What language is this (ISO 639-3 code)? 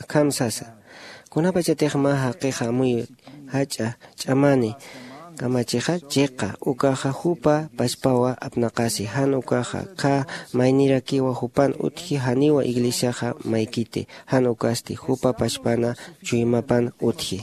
aym